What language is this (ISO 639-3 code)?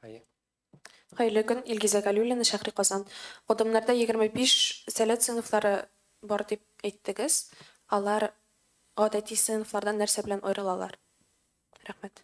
tat